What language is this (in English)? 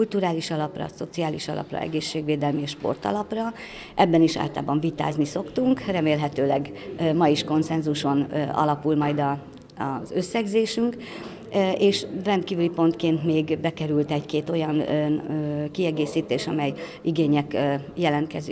Hungarian